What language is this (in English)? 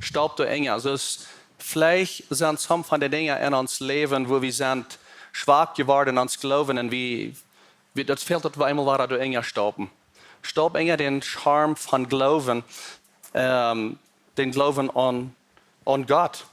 Plautdietsch